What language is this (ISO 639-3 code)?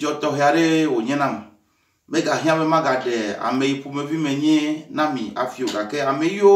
ewe